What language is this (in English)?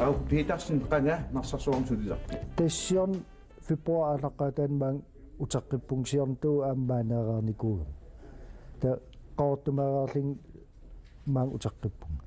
Kalaallisut